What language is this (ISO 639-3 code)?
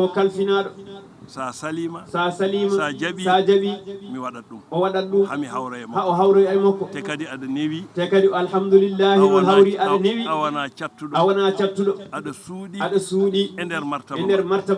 ful